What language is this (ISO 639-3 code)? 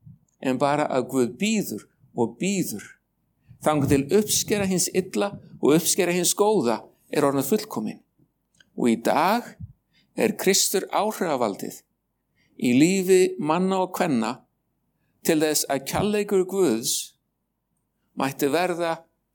isl